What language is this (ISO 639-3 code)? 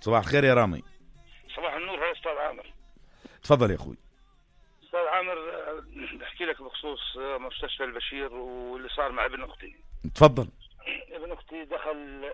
apc